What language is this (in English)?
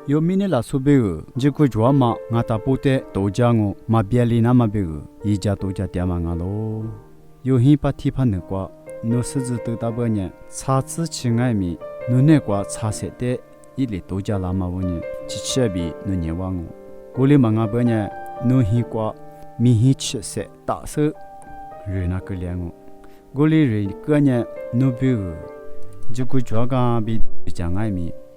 Lisu